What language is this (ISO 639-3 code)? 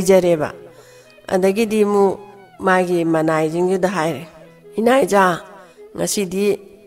mni